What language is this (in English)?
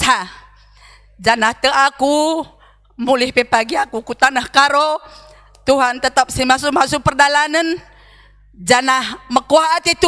Batak Karo